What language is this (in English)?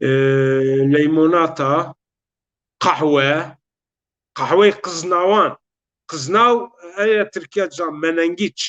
Zaza